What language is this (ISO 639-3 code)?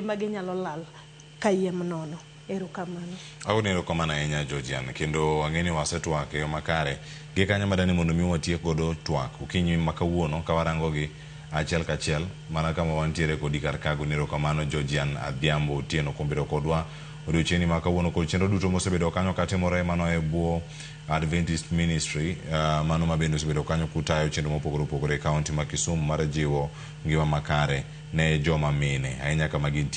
luo